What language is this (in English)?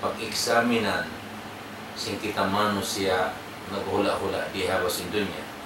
Tausug